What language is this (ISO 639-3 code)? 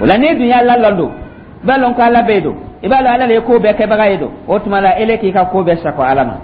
dyu